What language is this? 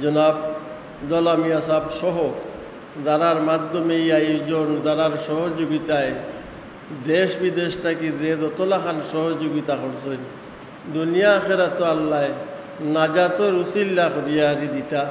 Sylheti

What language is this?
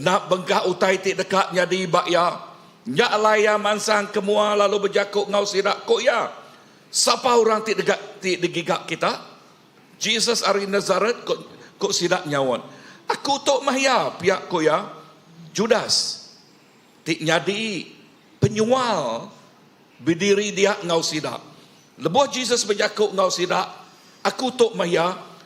Iban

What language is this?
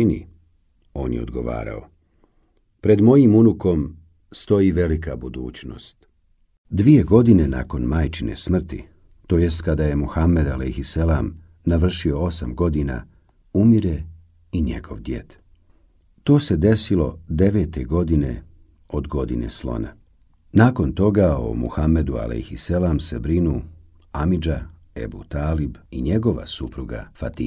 Bosnian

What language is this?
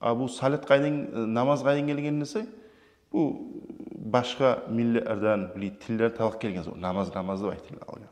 Kumyk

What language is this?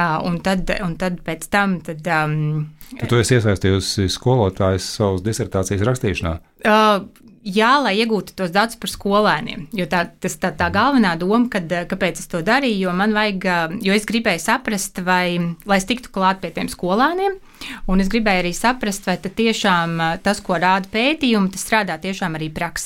Latvian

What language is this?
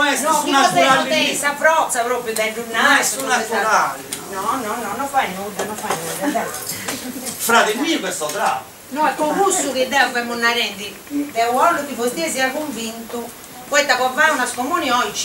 Sardinian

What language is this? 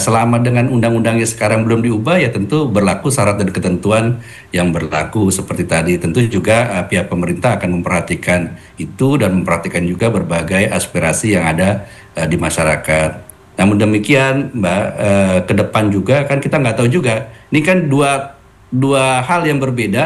Indonesian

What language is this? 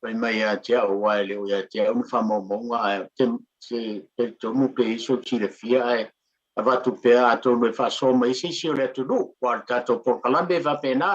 Samoan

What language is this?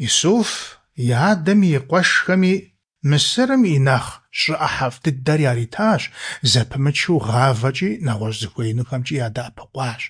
Kabardian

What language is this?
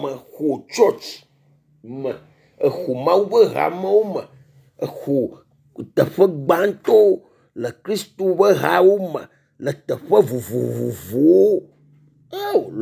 Ewe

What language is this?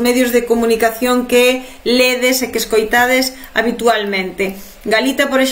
Galician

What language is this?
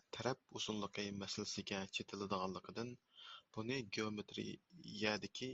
Uyghur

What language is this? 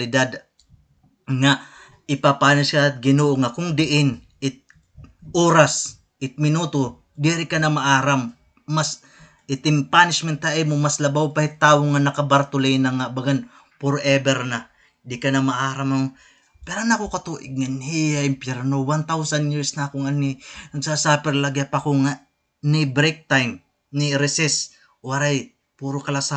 Waray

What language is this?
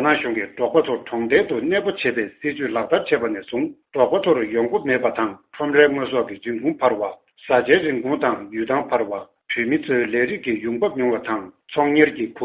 Tibetan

